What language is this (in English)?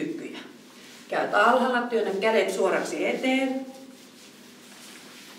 Finnish